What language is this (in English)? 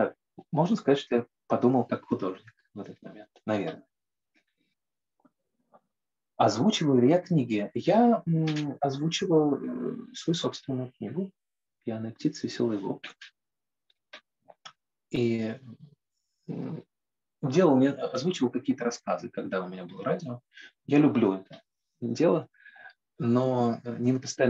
Russian